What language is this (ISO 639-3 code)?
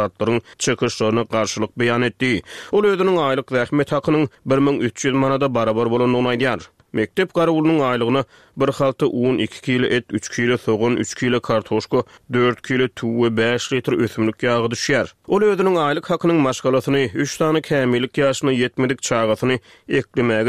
tuk